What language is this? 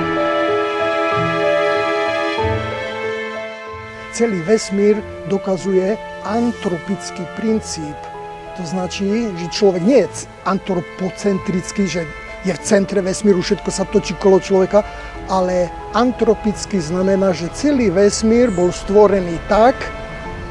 Slovak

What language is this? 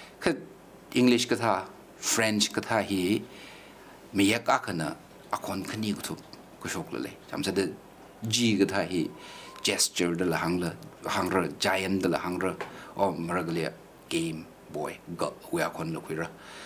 Tangkhul Naga (India)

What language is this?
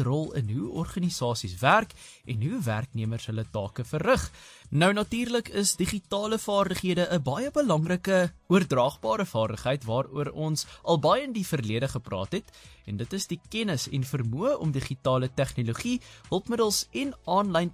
Afrikaans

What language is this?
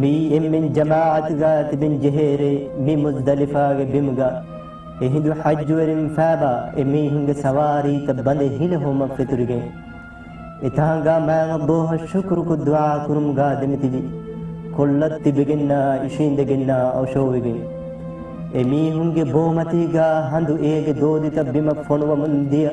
Divehi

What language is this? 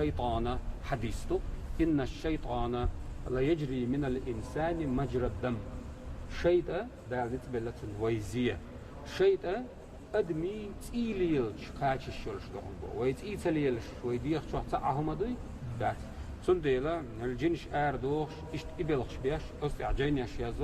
Chechen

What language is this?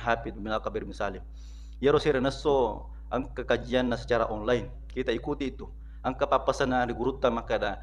Buginese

